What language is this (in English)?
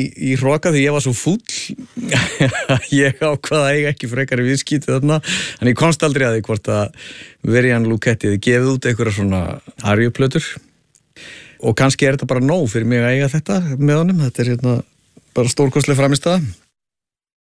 Icelandic